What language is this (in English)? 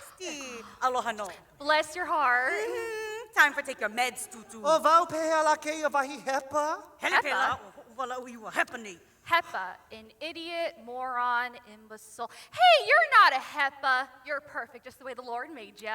Hawaiian